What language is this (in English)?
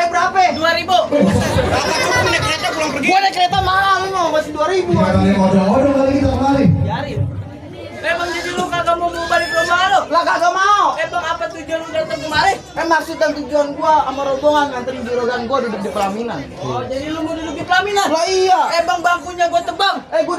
Betawi